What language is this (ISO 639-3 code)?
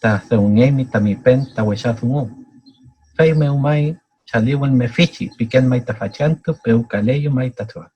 arn